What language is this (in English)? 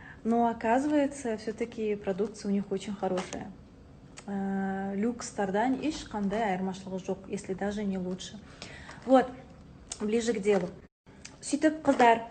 Kazakh